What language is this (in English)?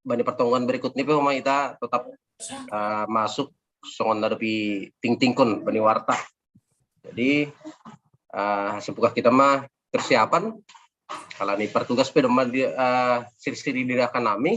Batak Simalungun